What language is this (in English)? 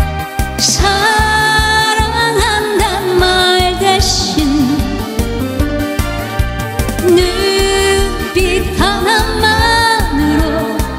Korean